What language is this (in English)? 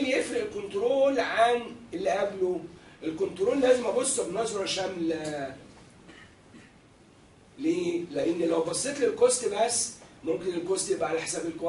Egyptian Arabic